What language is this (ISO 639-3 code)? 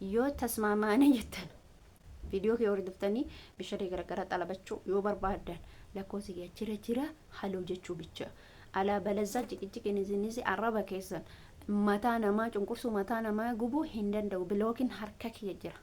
orm